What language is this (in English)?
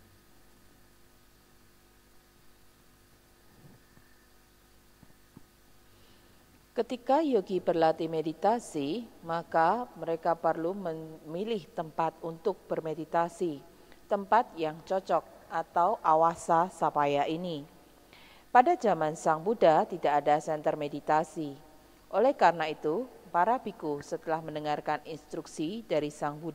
Indonesian